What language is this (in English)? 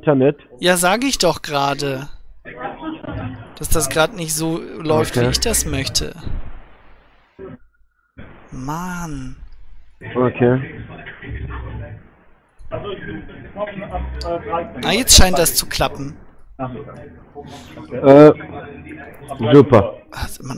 German